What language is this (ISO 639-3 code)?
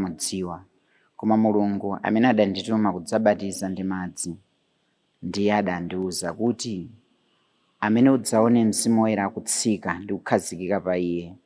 nya